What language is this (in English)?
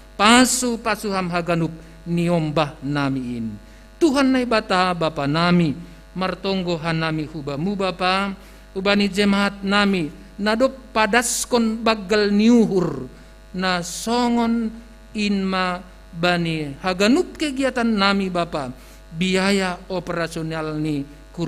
Batak Simalungun